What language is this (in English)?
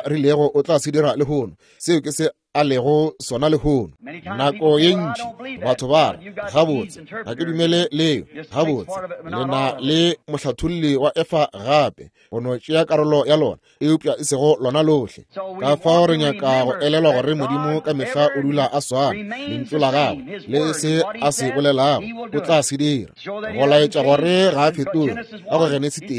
Northern Sotho